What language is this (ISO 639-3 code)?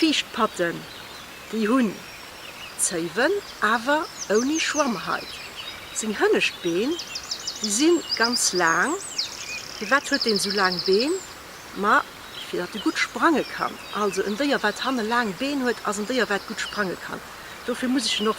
ltz